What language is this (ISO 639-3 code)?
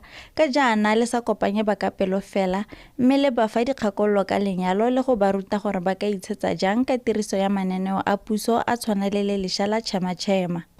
tsn